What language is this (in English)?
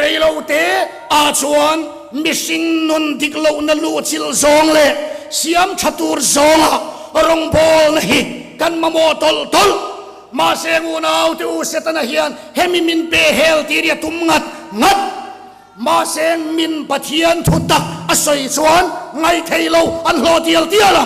Mizo